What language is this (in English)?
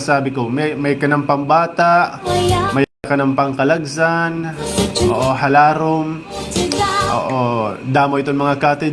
Waray